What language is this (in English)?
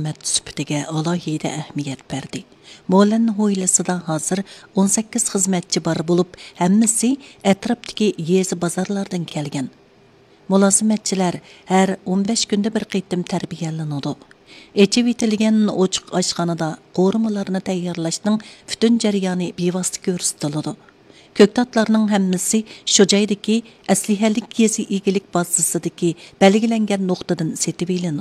Uyghur